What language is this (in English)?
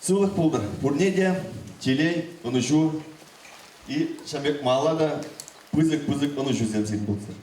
Chuvash